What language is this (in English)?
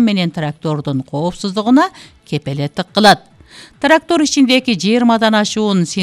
Kyrgyz